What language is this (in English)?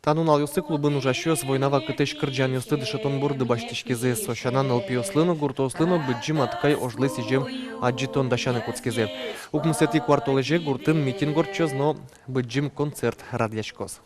Udmurt